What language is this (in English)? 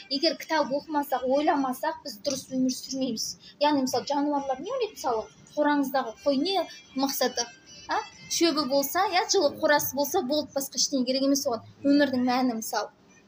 Kazakh